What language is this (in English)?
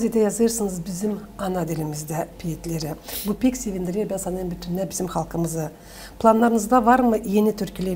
Gagauz